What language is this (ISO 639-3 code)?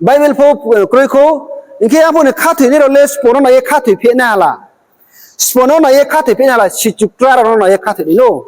ria